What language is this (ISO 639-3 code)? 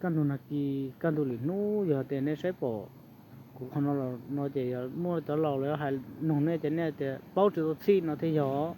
hmn